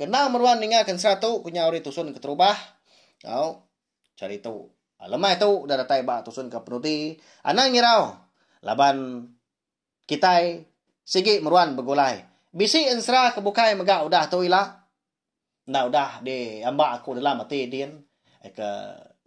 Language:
Iban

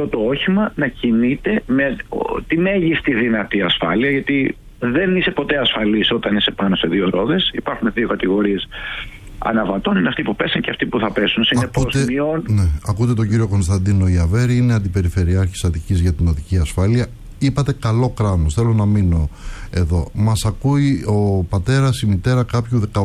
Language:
Greek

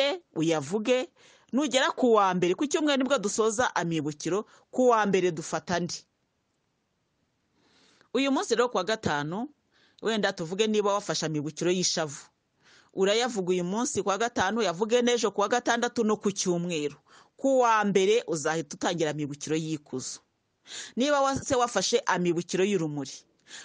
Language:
Kinyarwanda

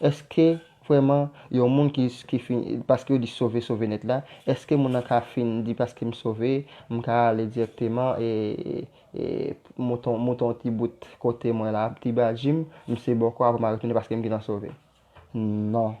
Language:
Haitian Creole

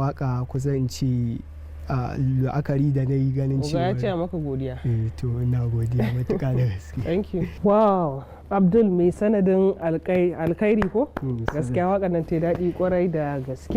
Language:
Hausa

